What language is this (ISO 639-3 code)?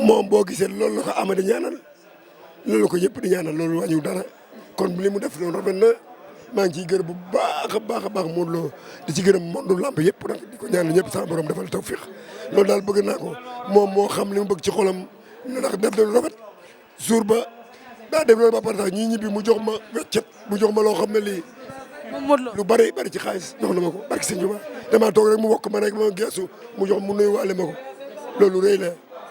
wol